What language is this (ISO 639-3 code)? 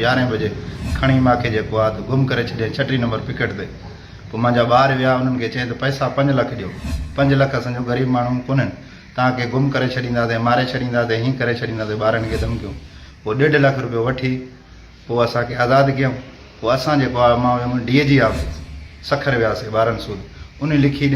snd